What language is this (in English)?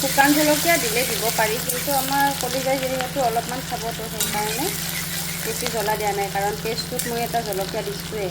Assamese